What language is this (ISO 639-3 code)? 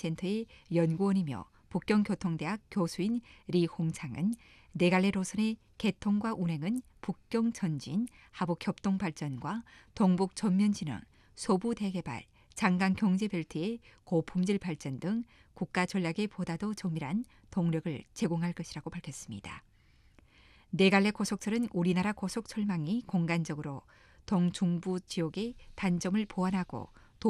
kor